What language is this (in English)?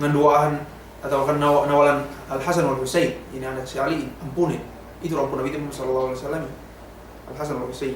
Yakan